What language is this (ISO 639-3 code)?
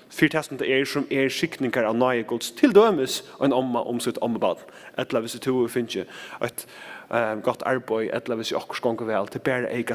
fao